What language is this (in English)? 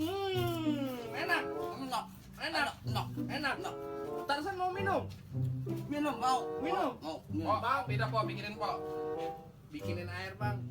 Betawi